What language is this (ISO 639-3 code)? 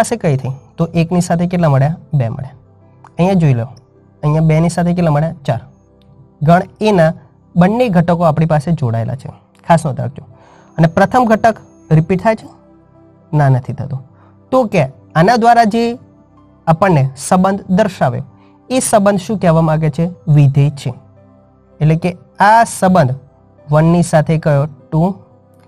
guj